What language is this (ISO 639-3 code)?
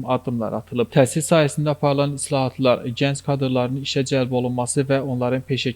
aze